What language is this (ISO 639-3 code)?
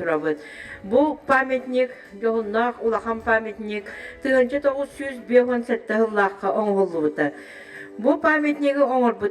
sah